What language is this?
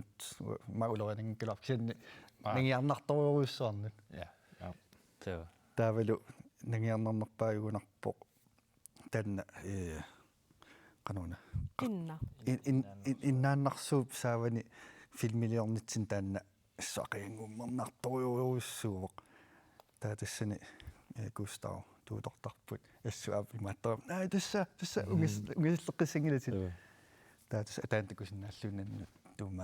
Kalaallisut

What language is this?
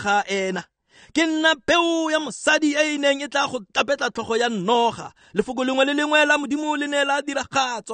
Tswana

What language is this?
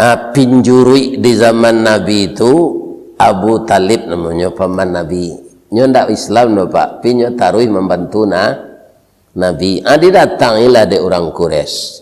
Minangkabau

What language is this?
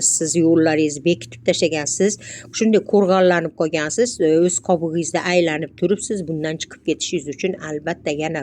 Uzbek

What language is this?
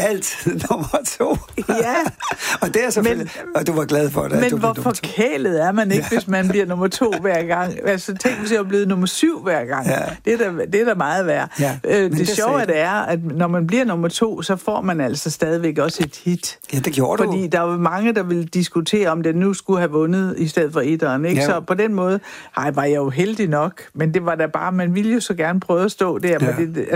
Danish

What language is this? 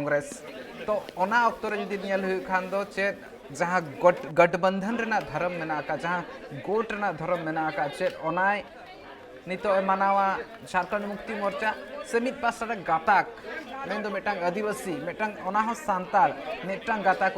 Santali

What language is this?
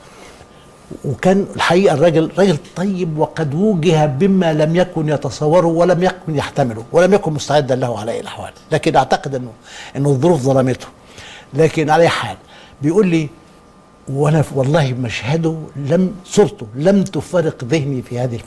Egyptian Arabic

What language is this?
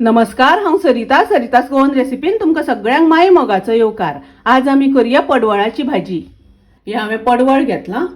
Konkani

